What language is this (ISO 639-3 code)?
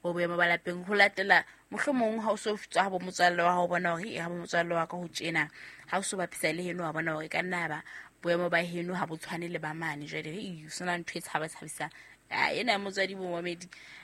sot